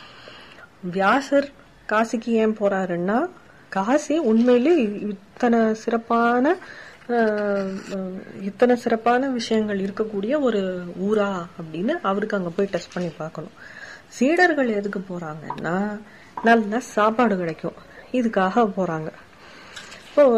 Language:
Tamil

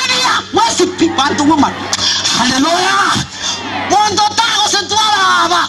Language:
Gusii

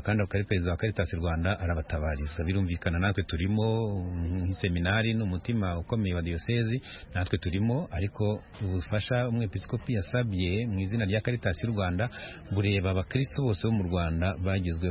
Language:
Kinyarwanda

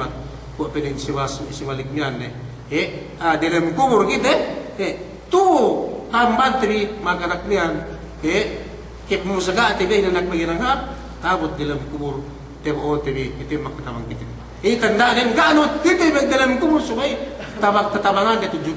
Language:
Yakan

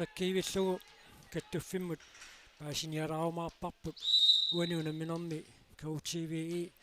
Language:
Kalaallisut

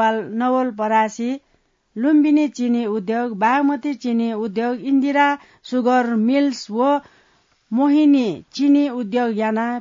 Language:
Newari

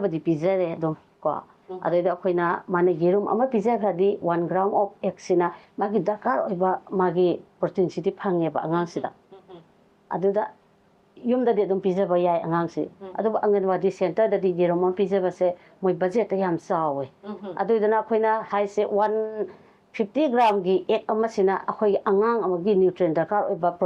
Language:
Manipuri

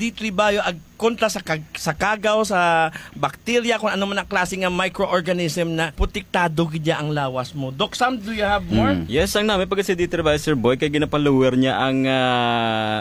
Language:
Hiligaynon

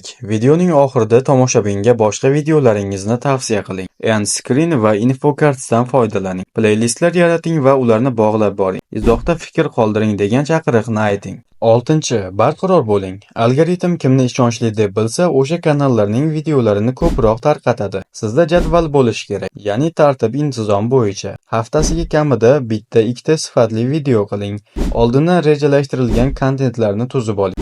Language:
Uzbek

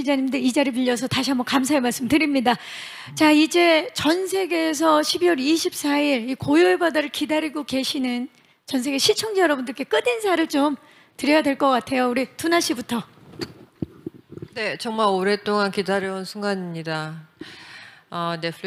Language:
Korean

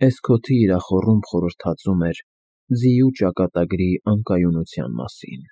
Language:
Armenian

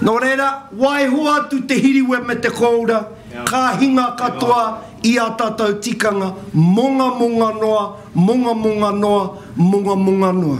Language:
Māori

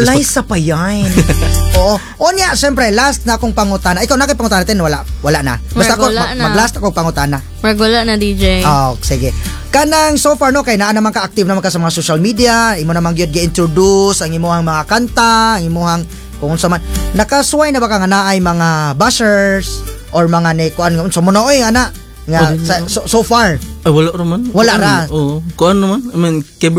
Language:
Cebuano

